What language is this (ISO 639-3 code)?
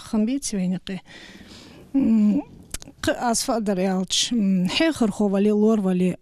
inh